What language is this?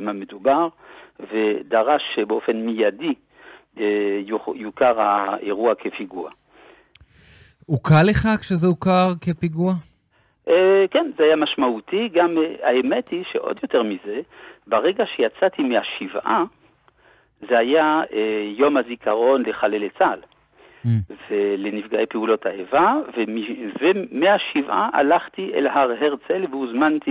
Hebrew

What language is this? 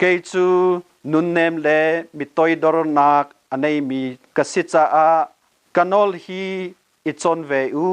Hakha Chin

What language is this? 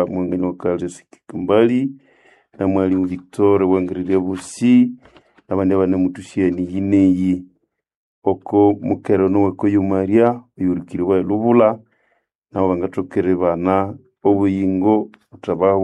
Nande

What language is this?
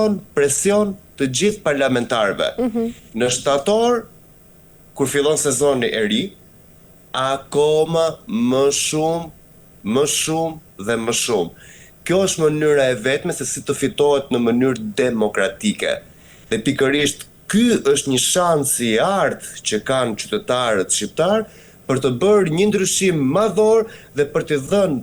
Albanian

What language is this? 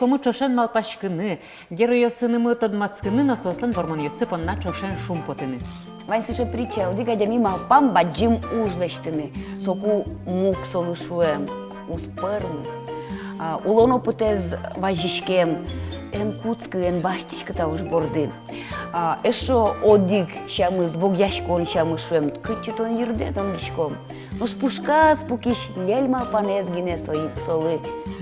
Udmurt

